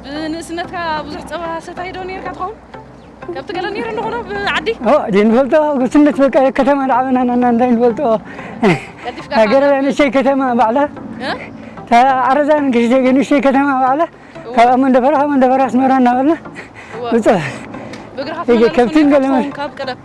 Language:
Tigrinya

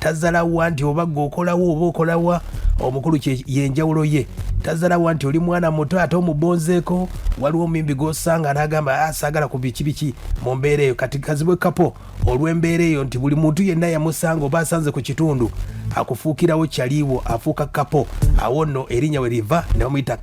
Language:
Ganda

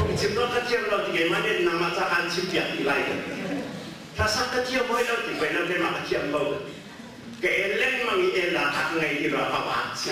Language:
Hakha Chin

